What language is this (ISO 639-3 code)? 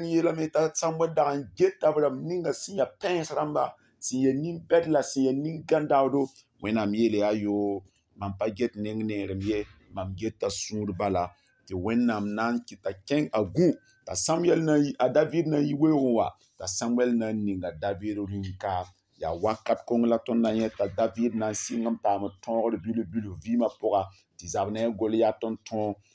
mos